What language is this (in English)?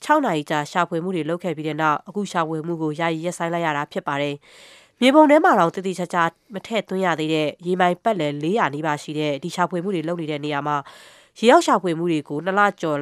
Burmese